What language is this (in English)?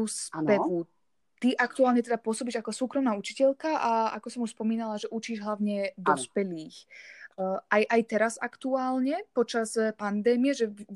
Slovak